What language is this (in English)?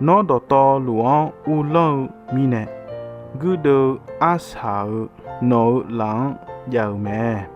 Akha